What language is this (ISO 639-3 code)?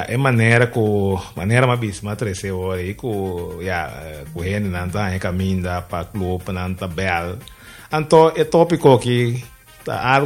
pap